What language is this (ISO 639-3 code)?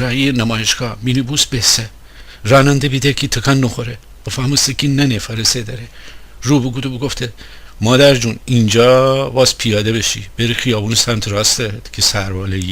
glk